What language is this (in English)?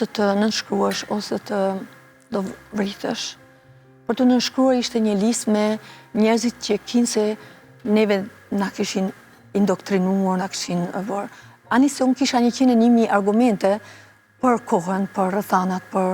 Albanian